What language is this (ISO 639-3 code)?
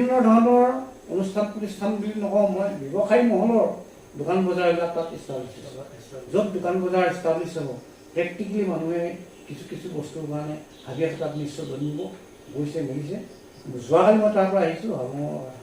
asm